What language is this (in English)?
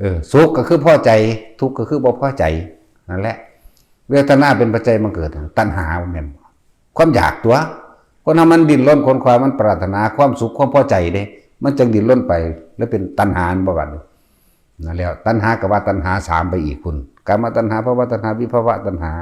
Northeastern Thai